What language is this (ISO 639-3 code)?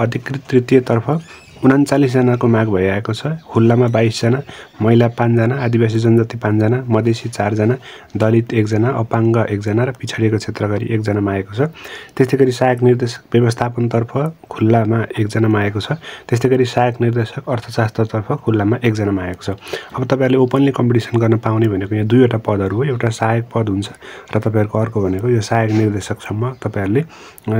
nep